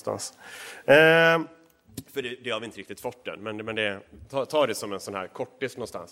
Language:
Swedish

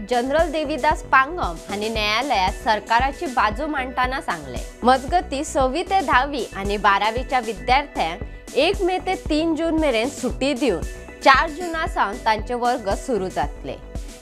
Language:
Konkani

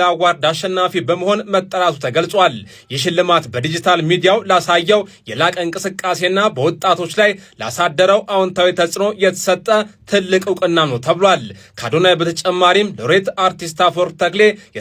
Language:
Amharic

